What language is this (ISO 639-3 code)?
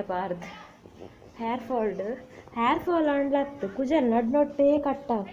tcy